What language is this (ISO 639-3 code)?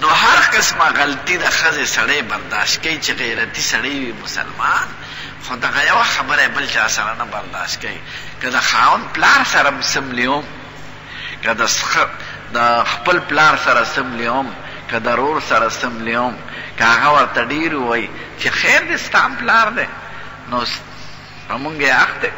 pus